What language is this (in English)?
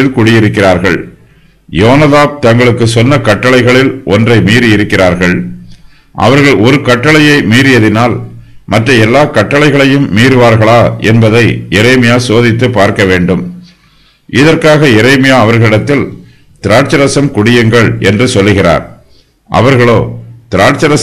Tamil